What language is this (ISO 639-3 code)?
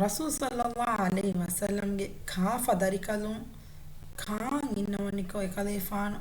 div